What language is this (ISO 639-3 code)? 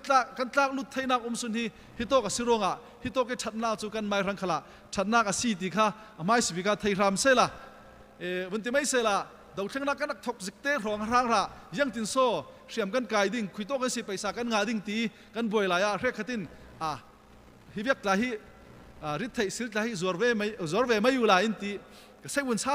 cfm